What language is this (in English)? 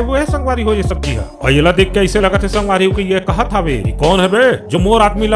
Chhattisgarhi